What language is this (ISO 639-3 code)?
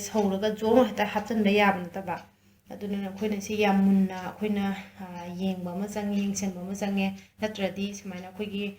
mni